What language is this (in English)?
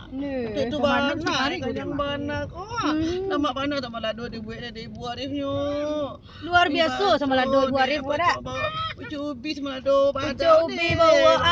Minangkabau